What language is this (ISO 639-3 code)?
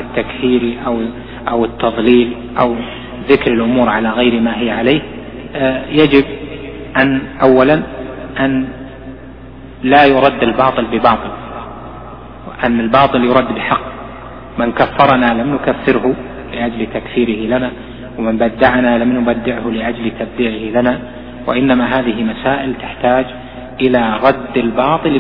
ara